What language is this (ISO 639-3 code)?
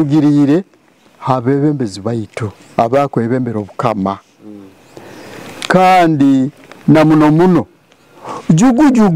nyo